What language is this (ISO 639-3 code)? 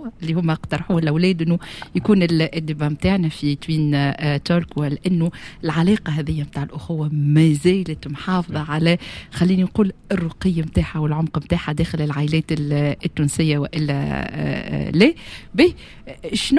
aeb